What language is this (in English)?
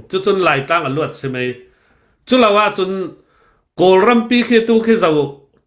Hakha Chin